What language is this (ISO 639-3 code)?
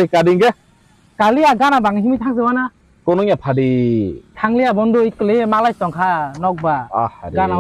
trp